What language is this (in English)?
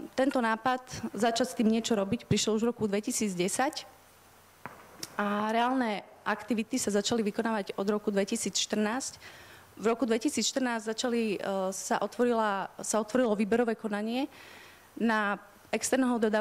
Slovak